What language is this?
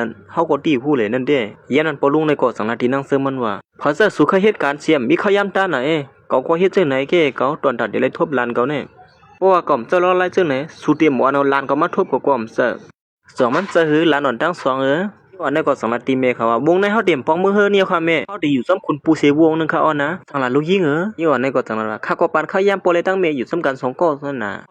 Shan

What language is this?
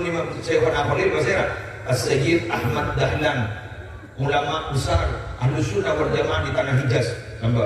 Madurese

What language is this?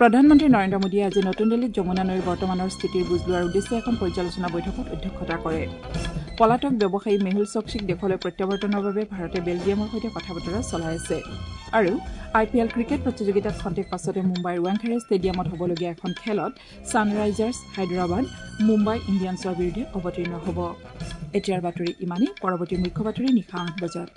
Assamese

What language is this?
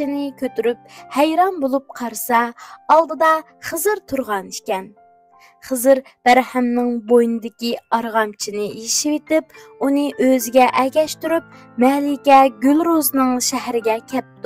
Uyghur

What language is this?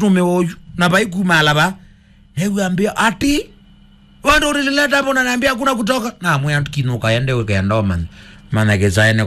Kamba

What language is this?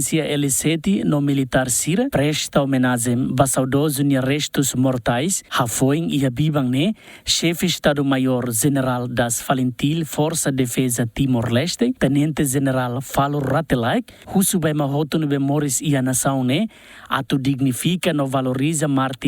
Tetum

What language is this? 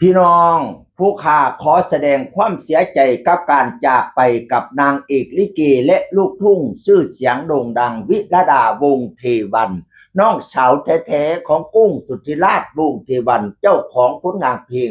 Northeastern Thai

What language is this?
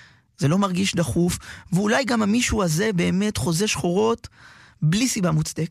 Hebrew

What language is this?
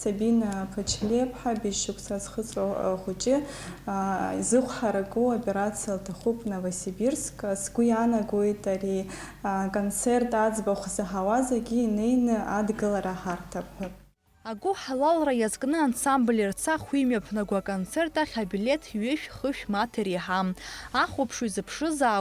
Abkhazian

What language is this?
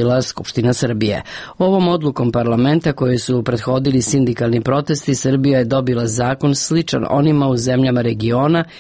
Serbian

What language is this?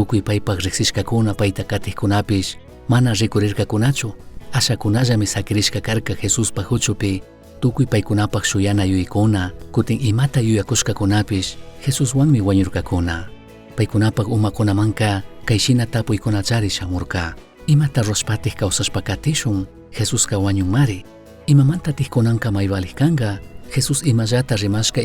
Chimborazo Highland Quichua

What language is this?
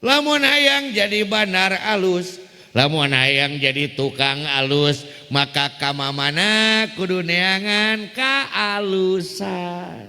Sundanese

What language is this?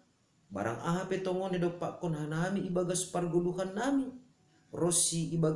Batak Simalungun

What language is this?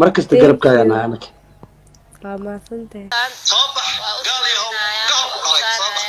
Somali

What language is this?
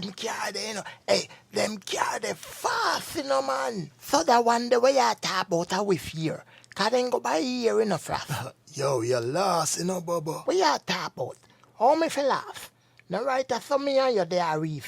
Jamaican Creole English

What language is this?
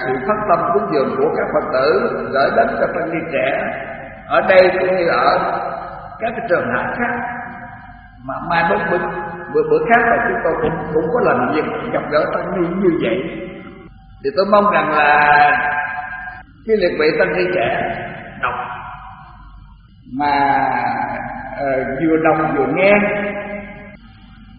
Vietnamese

